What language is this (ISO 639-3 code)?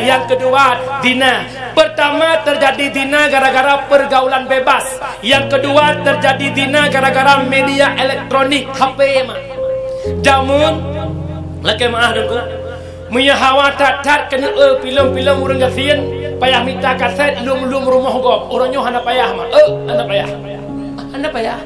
ace